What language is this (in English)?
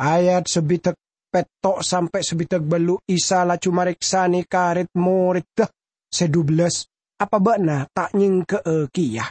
Madurese